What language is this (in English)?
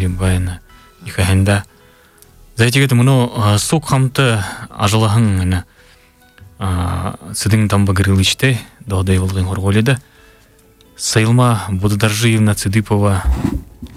Buriat